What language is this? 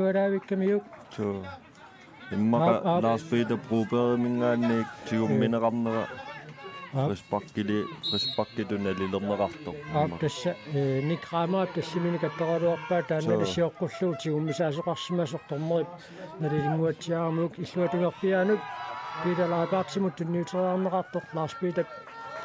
Kalaallisut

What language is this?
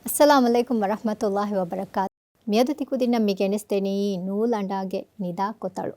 Divehi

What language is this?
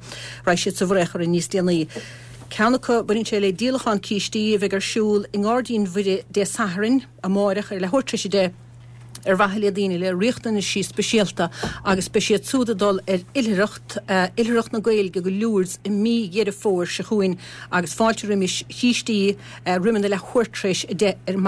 Irish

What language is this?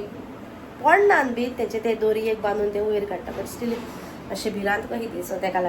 Konkani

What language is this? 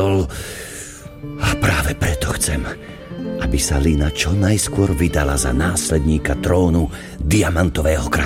Slovak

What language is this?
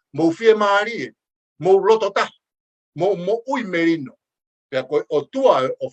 Tongan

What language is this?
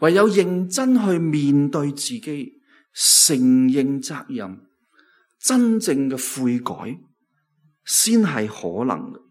Cantonese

